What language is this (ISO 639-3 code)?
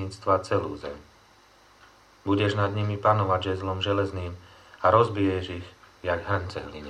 slk